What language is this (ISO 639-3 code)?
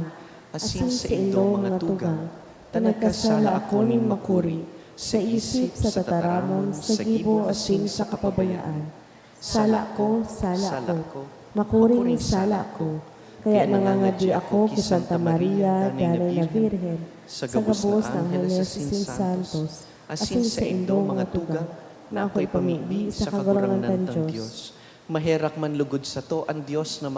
bik